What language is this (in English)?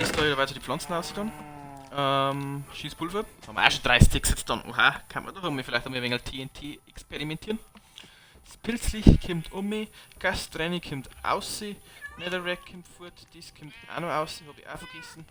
Bavarian